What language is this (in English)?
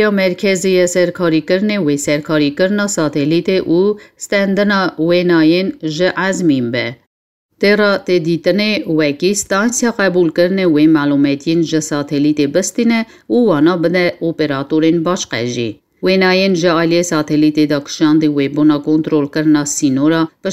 Kurdish